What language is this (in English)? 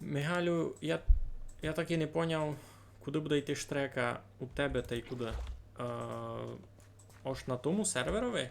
Rusyn